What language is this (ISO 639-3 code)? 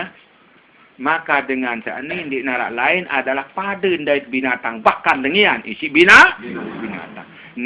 sas